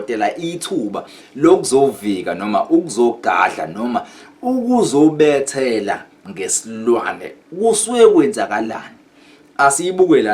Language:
Zulu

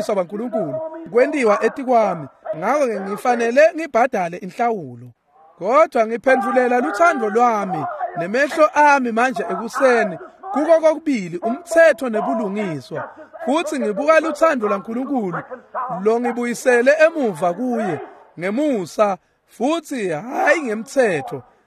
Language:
Swati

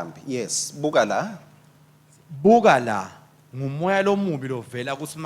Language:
Swati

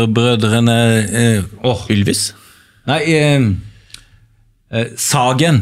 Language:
Norwegian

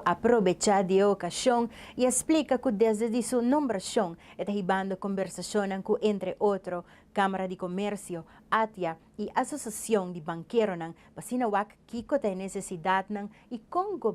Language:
Papiamento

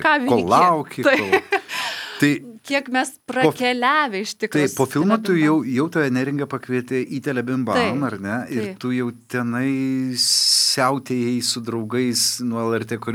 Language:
Lithuanian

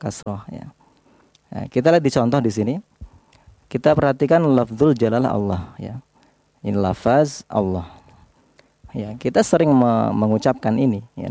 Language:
Indonesian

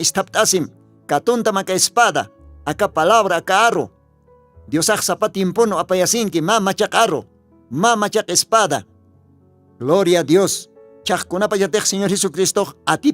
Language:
Aymara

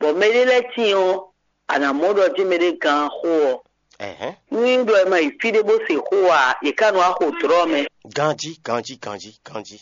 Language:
Fon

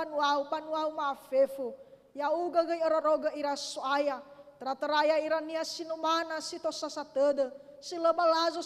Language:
Nias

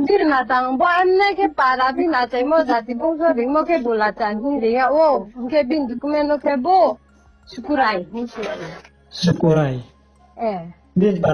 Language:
Riang (India)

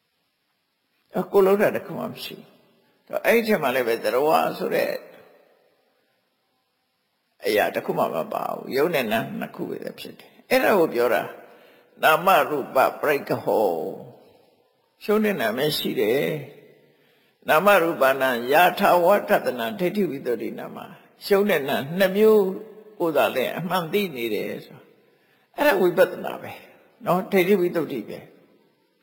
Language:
Burmese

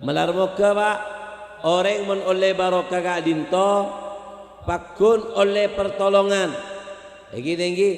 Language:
Madurese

